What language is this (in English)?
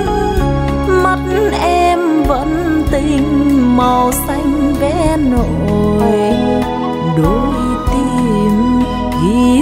Vietnamese